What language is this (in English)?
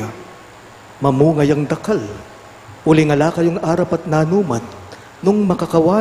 Pampanga